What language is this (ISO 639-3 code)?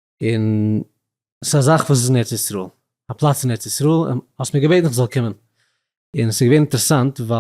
yid